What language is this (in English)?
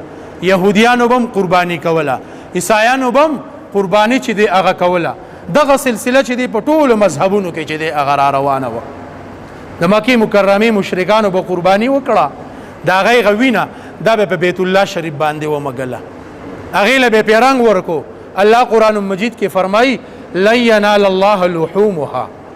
Pashto